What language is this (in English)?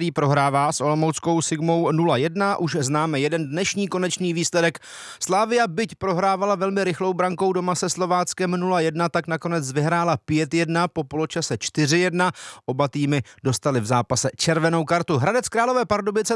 Czech